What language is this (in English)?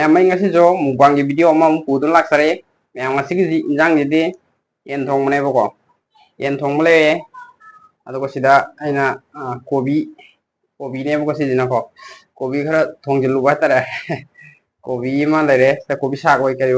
Manipuri